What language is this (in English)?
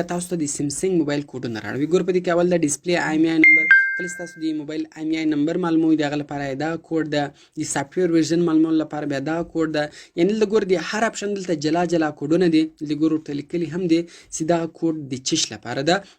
Pashto